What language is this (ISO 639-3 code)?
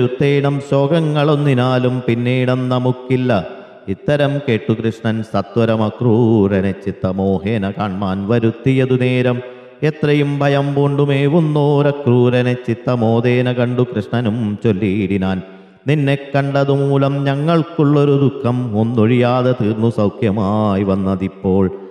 mal